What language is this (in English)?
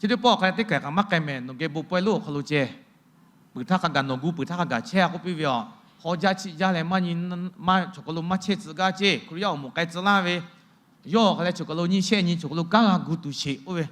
Lahu